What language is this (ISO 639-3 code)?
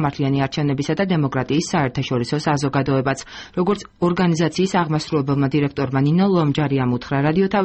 kat